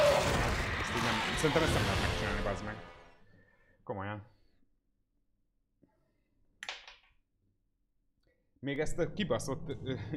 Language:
Hungarian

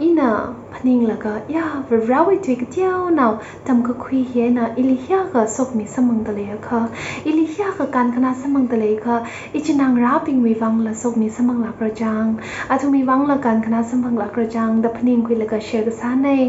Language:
Tangkhul Naga (India)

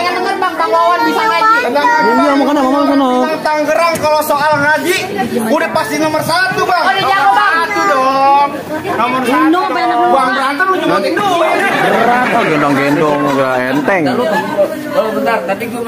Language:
Betawi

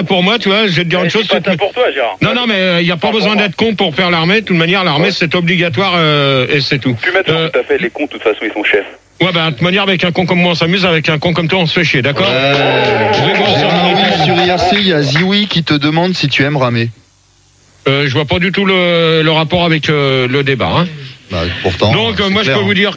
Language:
French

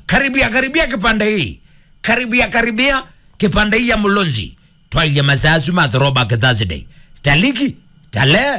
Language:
Kamba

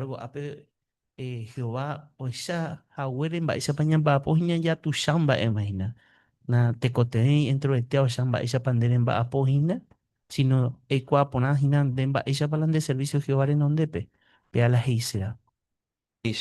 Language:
Guarani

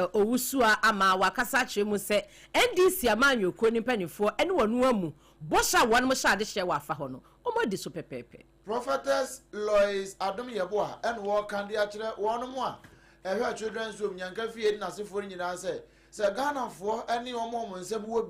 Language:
Akan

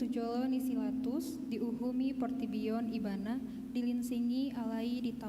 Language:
Batak Toba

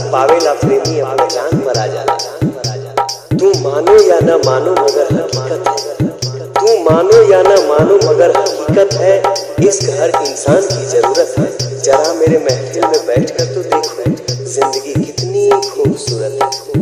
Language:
Bhojpuri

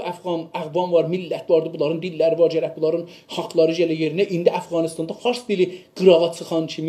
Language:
South Azerbaijani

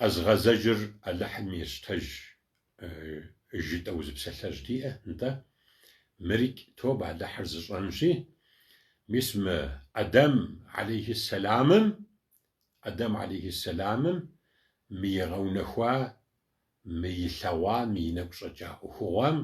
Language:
Kabardian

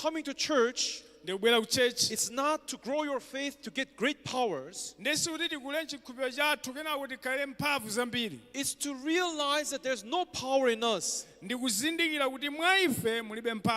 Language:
Nyanja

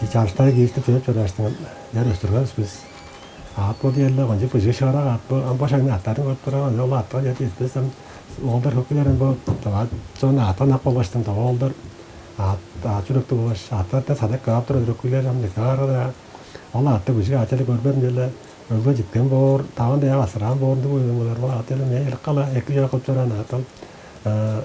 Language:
Tuvinian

